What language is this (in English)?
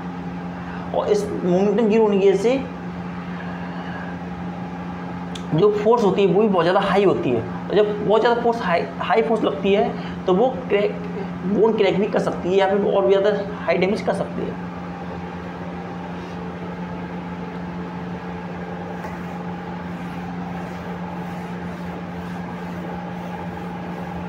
Hindi